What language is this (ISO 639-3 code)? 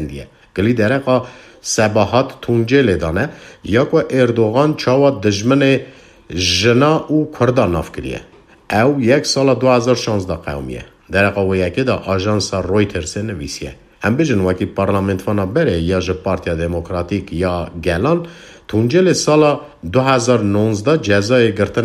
kur